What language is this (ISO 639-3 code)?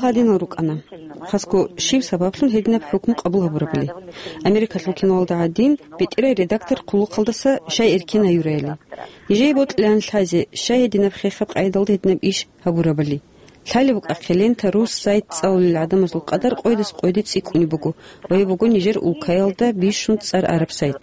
ava